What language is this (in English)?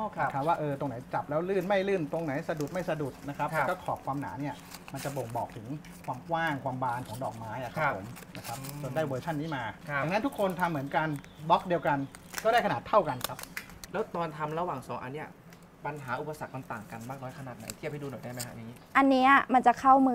Thai